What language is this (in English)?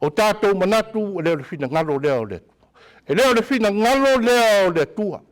Samoan